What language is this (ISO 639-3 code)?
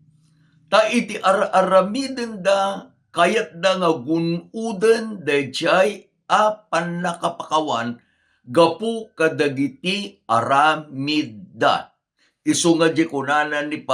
ilo